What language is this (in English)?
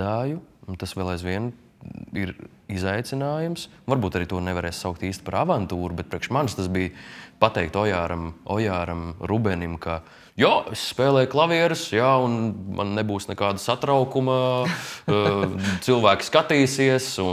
Latvian